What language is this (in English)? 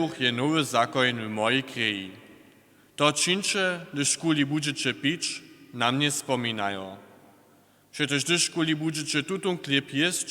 Upper Sorbian